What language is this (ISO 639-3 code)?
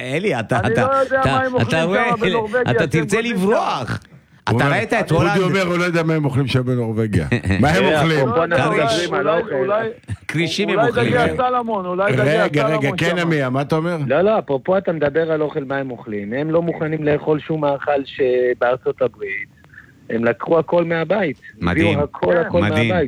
heb